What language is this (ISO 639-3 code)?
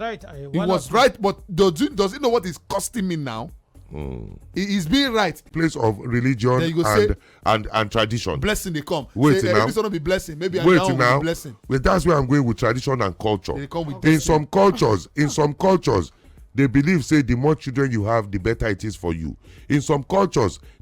pcm